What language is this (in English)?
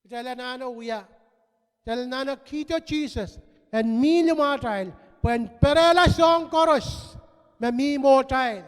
Pohnpeian